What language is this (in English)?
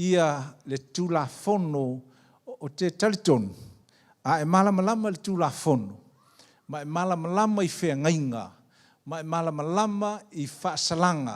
Samoan